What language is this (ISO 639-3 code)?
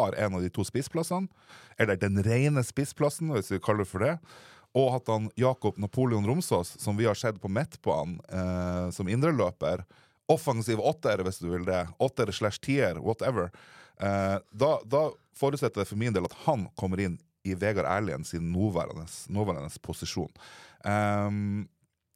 nor